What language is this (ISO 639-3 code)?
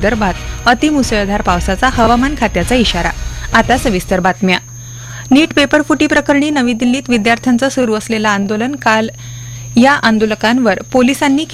mar